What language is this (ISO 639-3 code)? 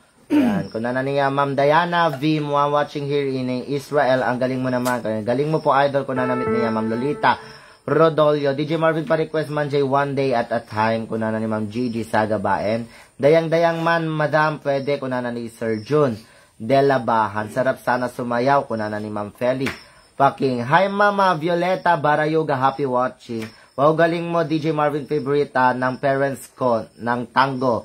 ilo